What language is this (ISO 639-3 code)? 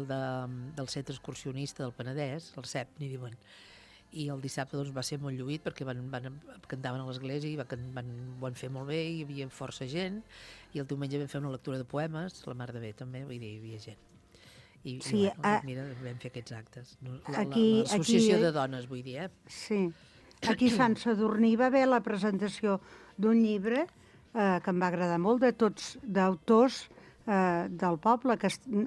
cat